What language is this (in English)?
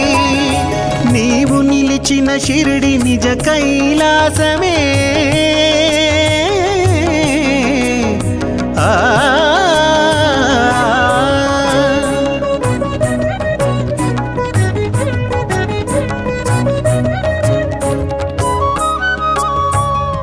Telugu